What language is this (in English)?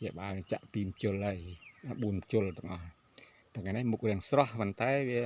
Khmer